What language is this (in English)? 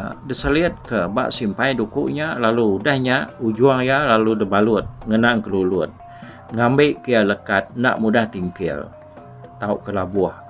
Iban